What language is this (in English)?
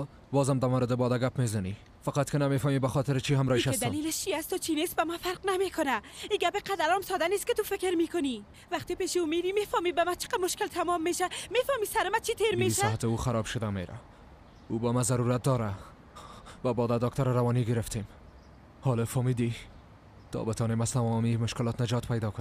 Persian